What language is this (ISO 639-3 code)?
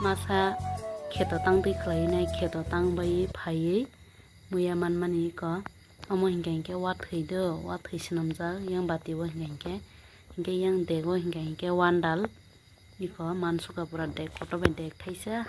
trp